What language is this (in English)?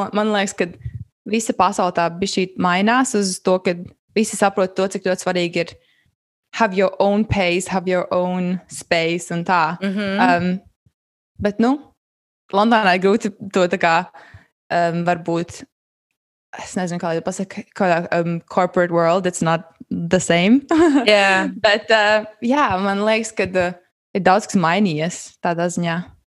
Latvian